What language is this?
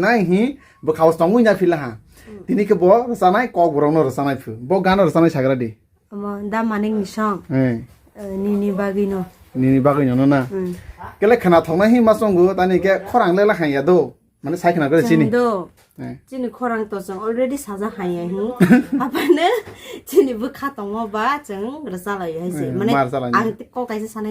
Kok Borok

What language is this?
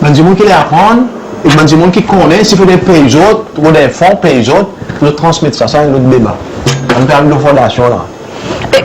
Seselwa Creole French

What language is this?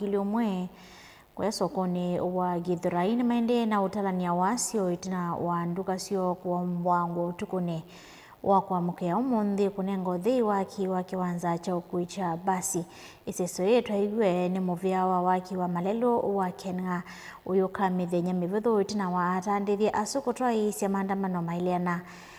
Kamba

